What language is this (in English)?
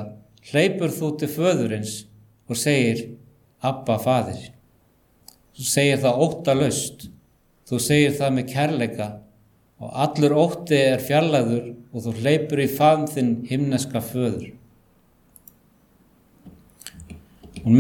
Icelandic